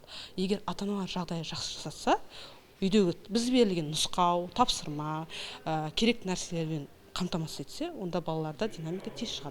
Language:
Kazakh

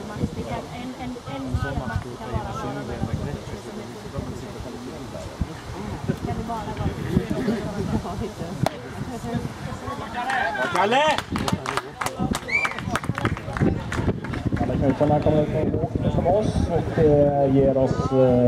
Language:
Swedish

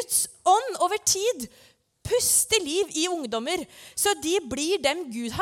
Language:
Norwegian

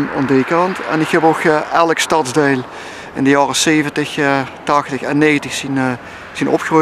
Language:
Limburgish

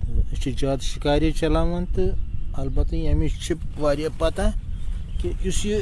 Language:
Kashmiri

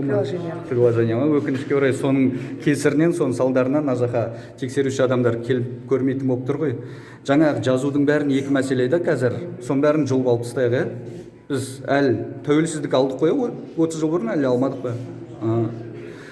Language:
Kazakh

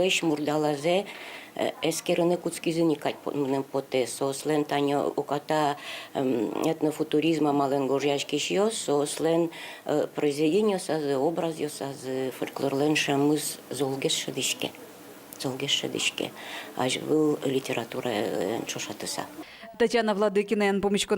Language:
Udmurt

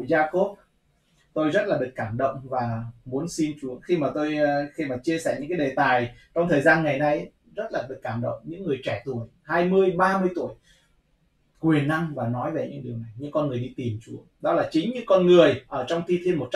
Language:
Vietnamese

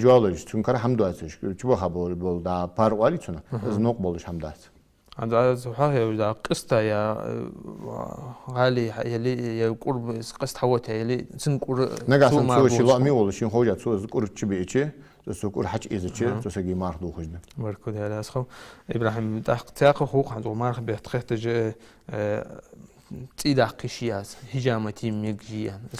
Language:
Ingush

